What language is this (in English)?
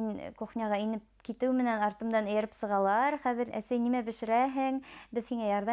Bashkir